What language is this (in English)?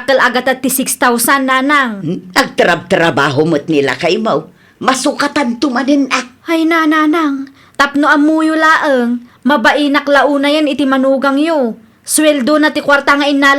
Iloko